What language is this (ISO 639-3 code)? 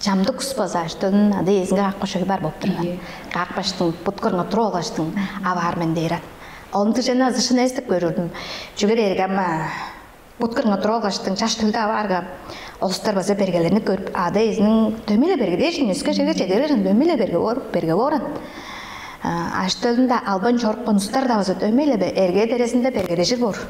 tyv